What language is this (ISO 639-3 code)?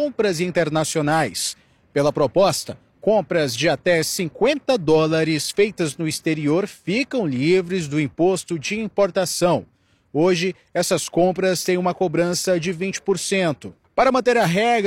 por